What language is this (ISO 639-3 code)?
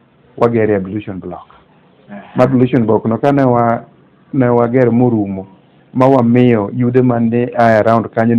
luo